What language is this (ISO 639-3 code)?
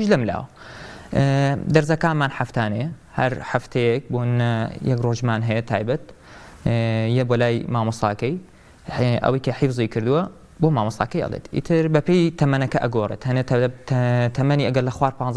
ckb